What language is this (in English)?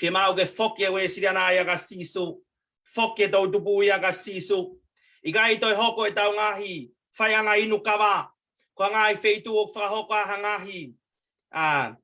Tongan